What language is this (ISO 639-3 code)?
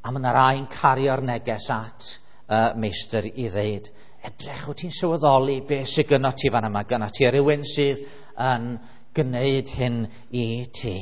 cym